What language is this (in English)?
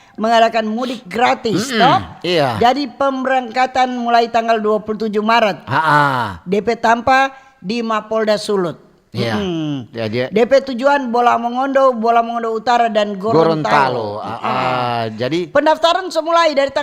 Manado Malay